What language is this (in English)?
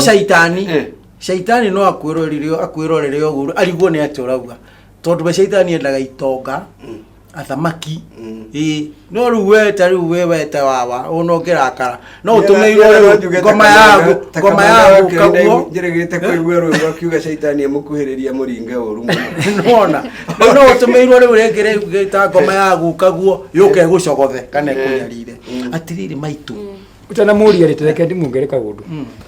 Kikuyu